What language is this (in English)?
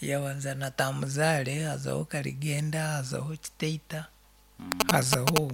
Nyankole